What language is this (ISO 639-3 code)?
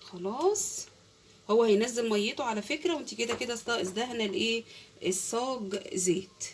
arz